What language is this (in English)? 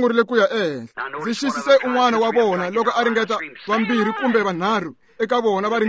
Tsonga